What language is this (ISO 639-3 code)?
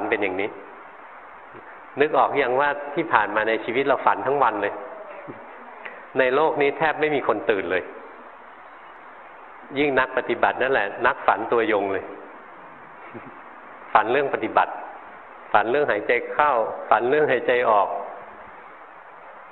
tha